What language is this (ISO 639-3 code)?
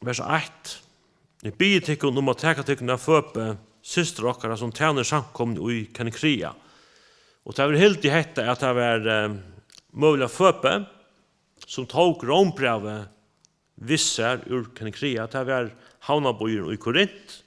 fao